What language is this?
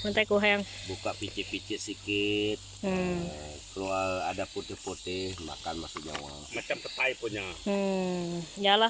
Iban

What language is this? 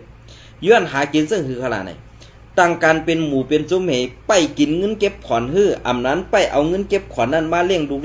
Shan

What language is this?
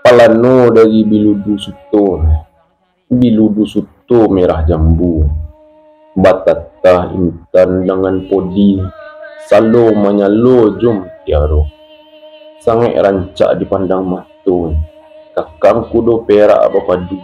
Minangkabau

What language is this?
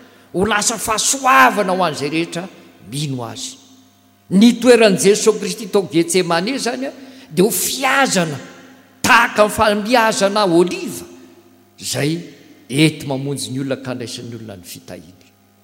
Malagasy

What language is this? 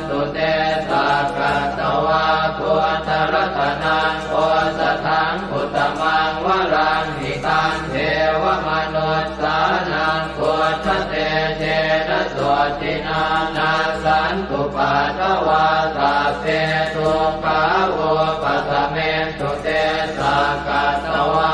Pali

